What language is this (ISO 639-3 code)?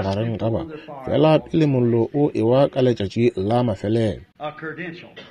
nso